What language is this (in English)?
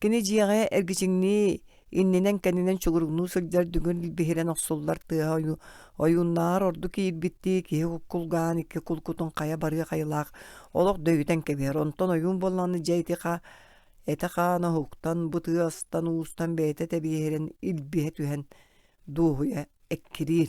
Yakut